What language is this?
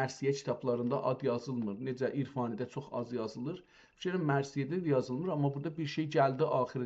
South Azerbaijani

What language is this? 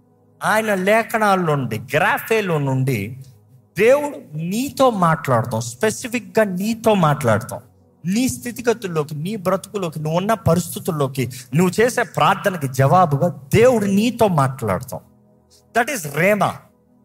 Telugu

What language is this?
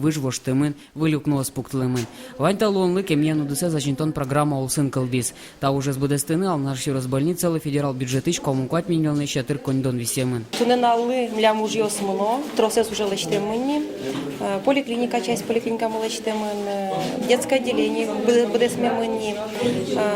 Udmurt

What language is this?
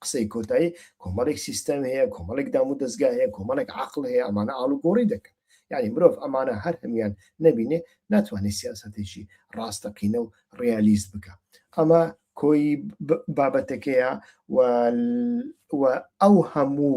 Central Kurdish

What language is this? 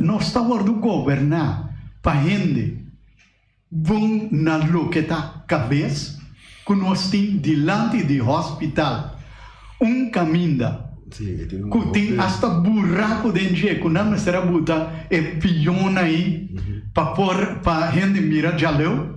Papiamento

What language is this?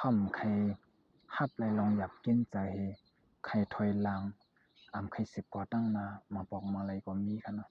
Shan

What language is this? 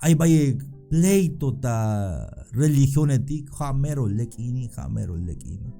Tzeltal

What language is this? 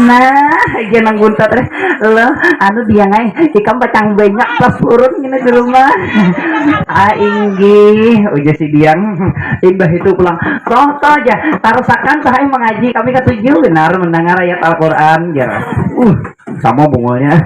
Banjar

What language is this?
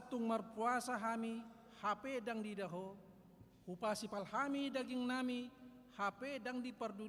Batak Toba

